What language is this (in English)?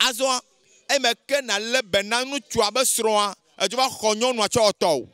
Ewe